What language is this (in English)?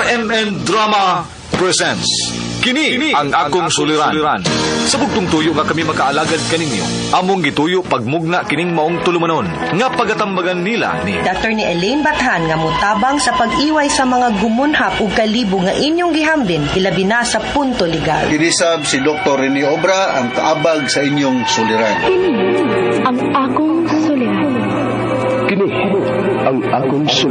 Cebuano